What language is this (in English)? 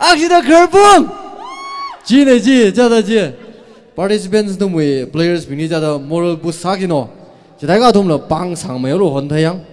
Tangkhul Naga (India)